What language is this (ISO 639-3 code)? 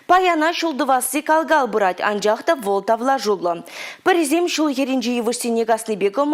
chv